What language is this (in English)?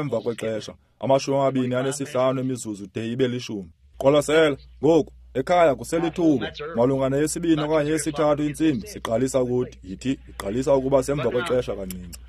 Xhosa